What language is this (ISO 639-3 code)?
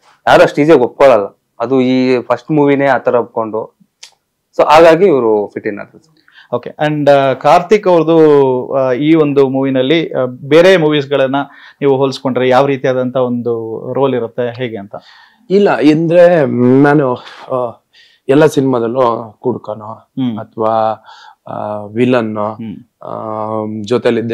kan